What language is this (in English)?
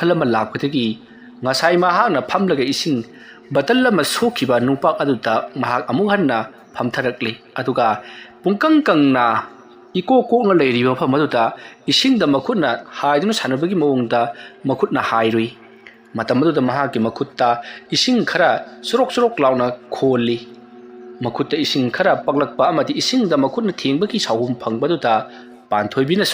Manipuri